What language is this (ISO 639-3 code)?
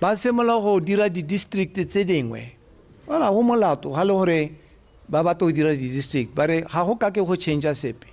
tsn